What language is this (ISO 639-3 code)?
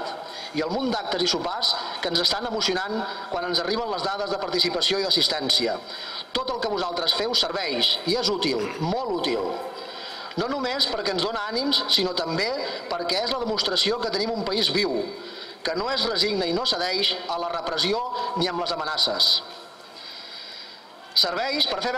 cat